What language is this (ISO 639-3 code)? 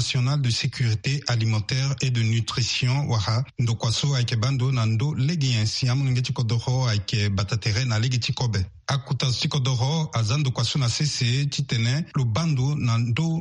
sag